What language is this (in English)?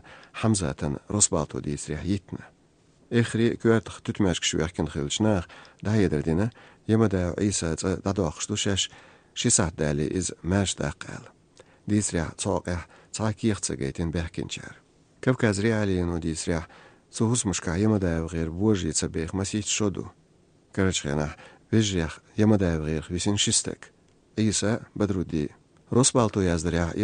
Azerbaijani